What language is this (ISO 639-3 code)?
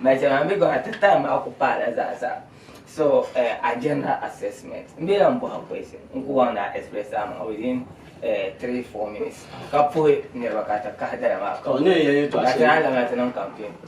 dag